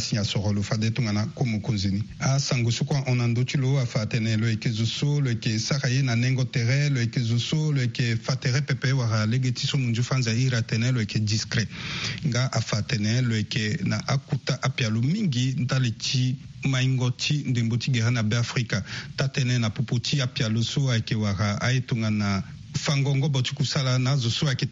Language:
Sango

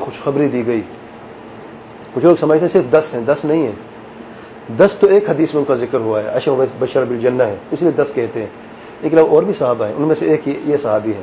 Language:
Urdu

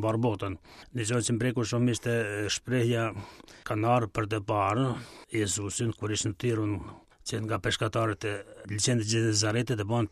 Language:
Albanian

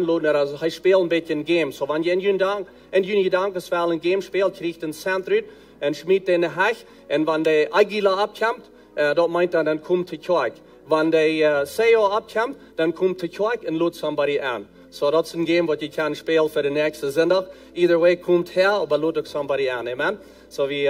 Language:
Plautdietsch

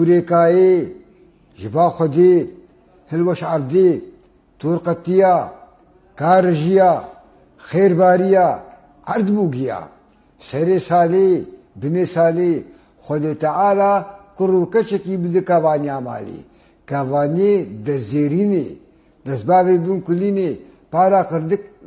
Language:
Kurdish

